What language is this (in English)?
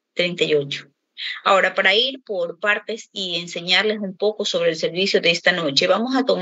Spanish